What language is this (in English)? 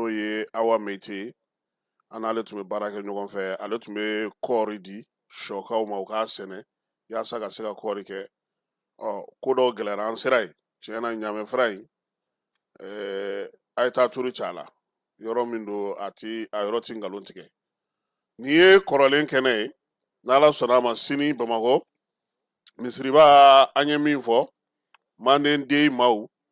Bambara